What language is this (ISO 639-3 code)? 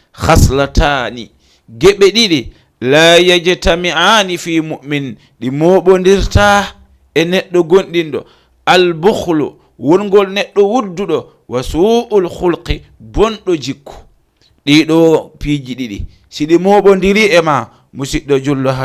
ful